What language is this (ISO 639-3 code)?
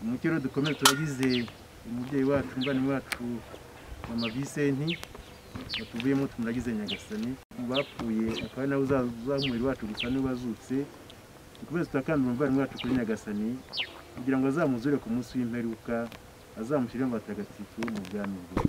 kin